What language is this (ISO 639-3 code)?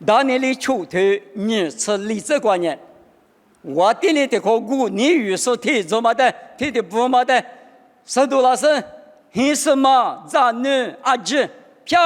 lis